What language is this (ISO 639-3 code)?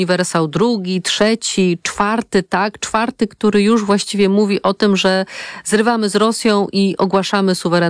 pol